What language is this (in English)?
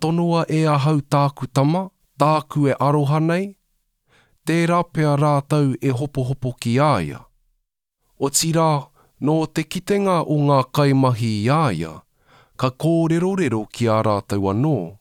Māori